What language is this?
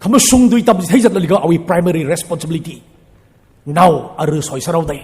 Tangkhul Naga (India)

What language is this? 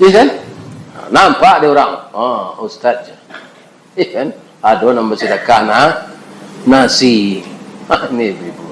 Minangkabau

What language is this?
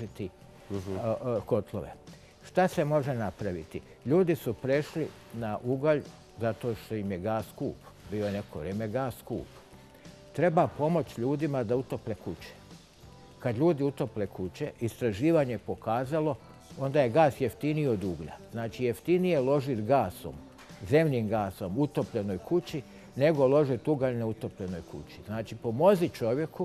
Bosnian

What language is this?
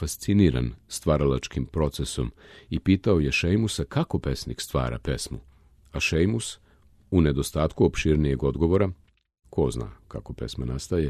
Serbian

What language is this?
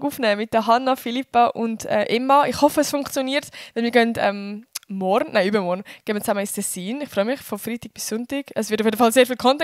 Swiss German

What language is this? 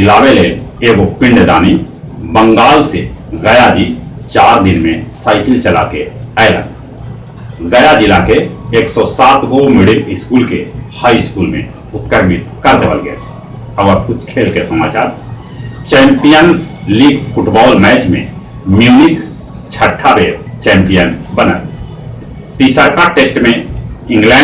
Magahi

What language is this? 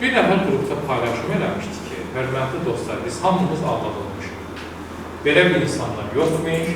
Azerbaijani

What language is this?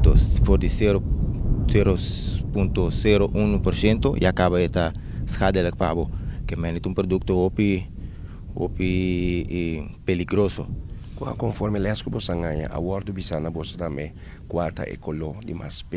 Papiamento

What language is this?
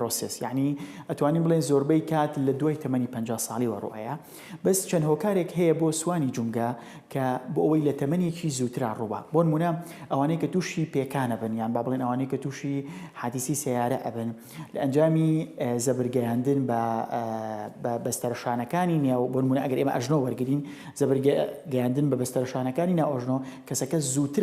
Central Kurdish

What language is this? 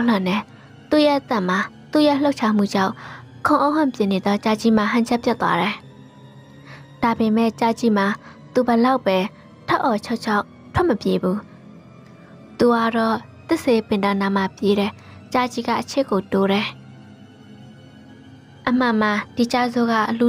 Burmese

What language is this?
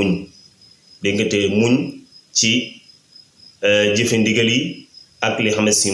Wolof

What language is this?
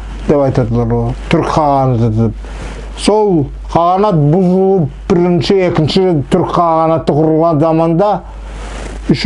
Nogai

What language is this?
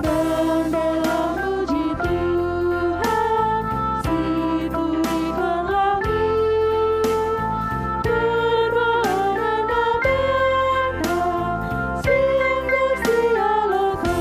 Batak Karo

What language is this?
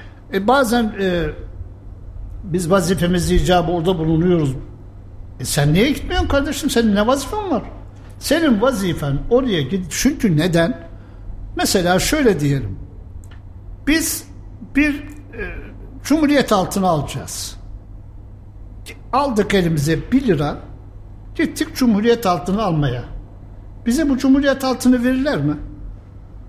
Turkish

